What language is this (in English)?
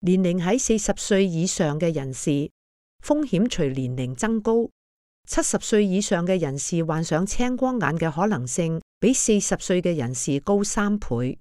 Cantonese